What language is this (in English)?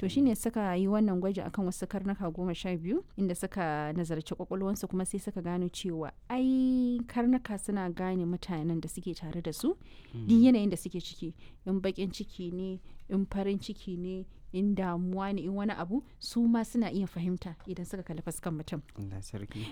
Hausa